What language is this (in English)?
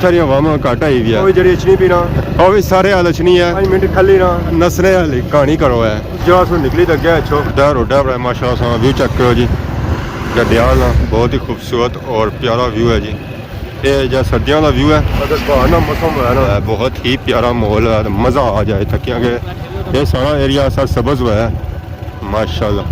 Pahari-Potwari